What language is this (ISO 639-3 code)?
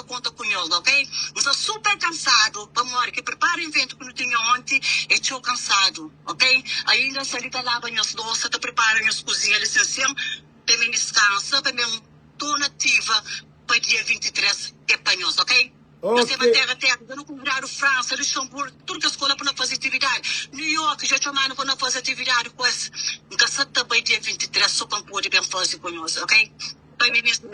kea